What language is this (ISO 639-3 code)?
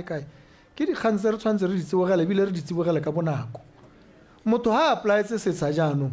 tsn